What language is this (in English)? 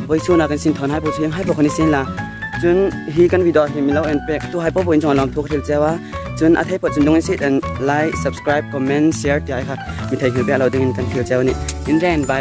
Hmar